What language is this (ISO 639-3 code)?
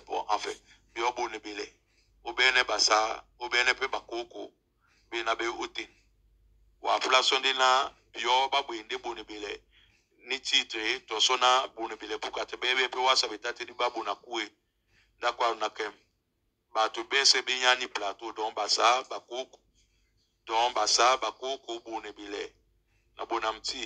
dua